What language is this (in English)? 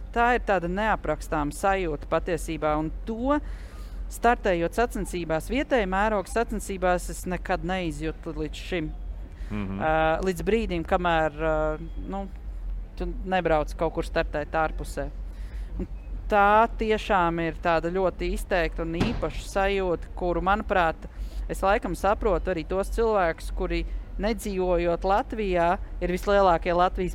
Latvian